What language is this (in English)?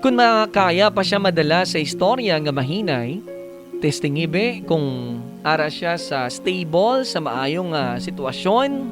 Hiligaynon